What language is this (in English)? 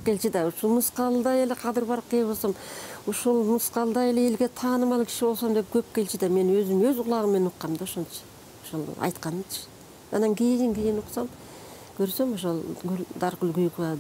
Kyrgyz